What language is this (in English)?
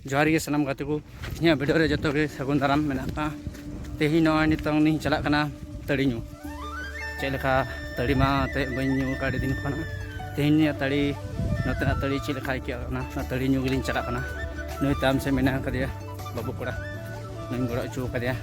Santali